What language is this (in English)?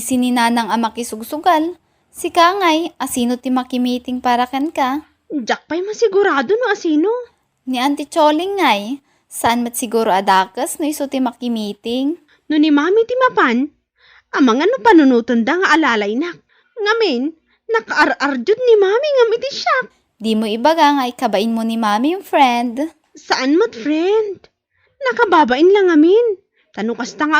Iloko